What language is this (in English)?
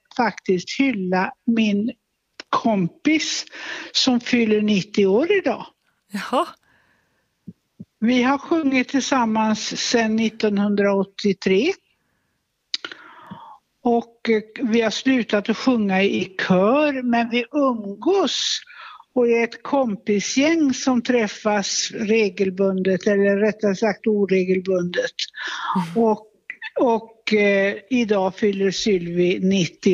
Swedish